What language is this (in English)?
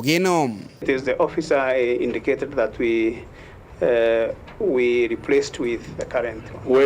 Meru